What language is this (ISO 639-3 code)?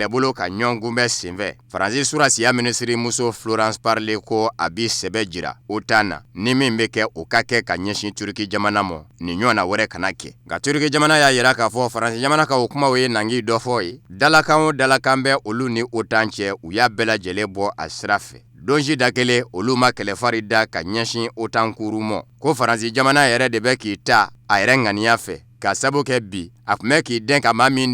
bam